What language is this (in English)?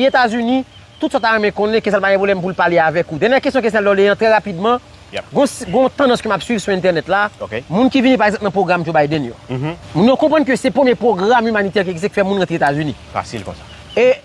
Haitian Creole